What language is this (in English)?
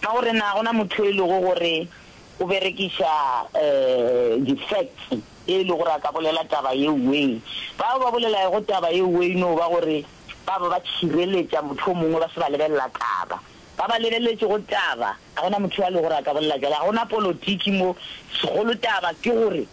Northern Sotho